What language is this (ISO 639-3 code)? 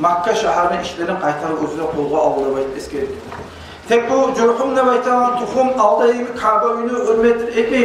kum